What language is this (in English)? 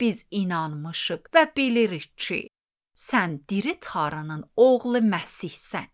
Azerbaijani